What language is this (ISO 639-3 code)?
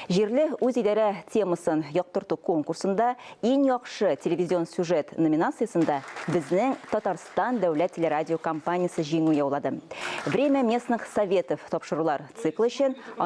tat